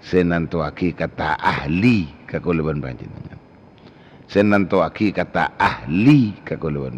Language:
Madurese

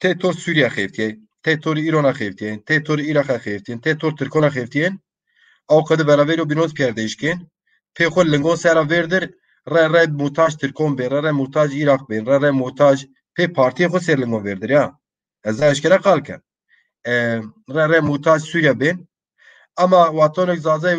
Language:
Zaza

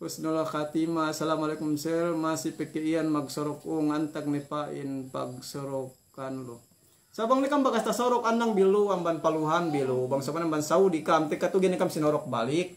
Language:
Yakan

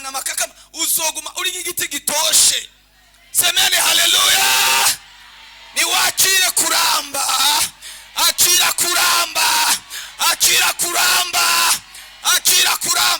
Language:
Rundi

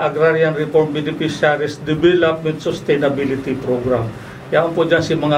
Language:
Bikol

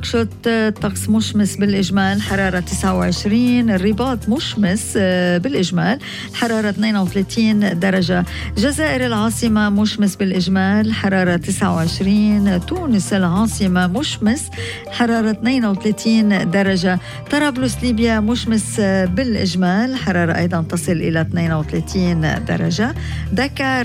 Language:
Arabic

